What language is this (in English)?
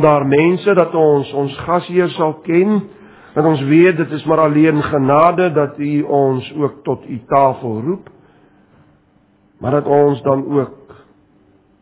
Afrikaans